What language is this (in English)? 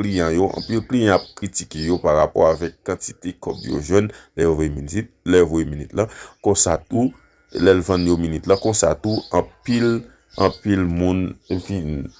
Haitian Creole